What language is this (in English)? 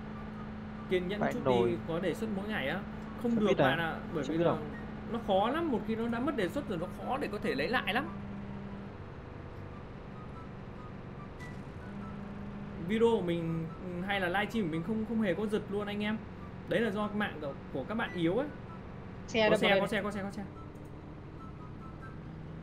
Vietnamese